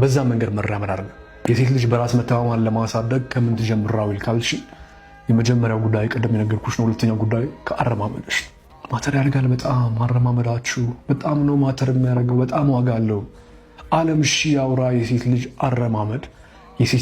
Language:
Amharic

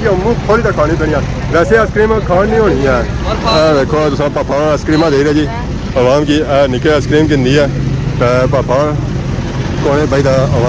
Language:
Pahari-Potwari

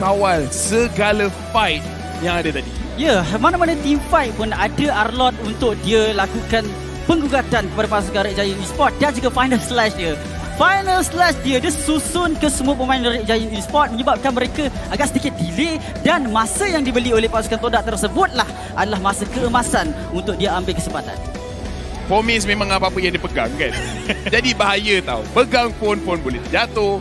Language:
Malay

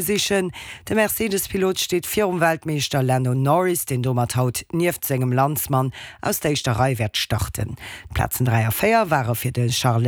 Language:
Luxembourgish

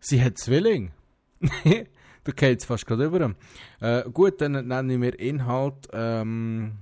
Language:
Swiss German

